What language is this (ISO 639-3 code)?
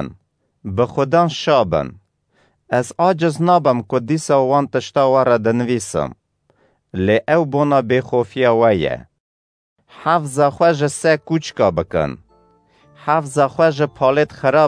kur